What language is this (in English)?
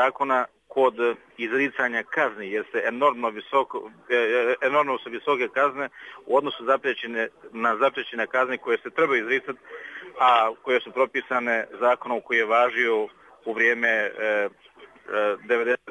Bosnian